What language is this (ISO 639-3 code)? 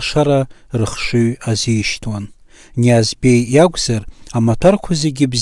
abk